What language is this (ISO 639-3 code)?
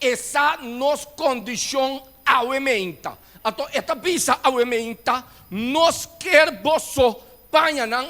pap